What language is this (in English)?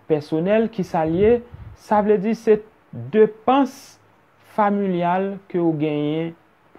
Haitian Creole